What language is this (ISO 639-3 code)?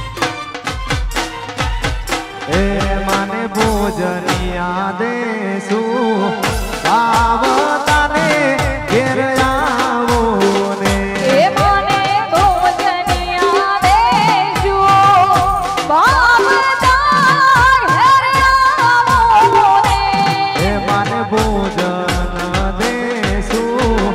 guj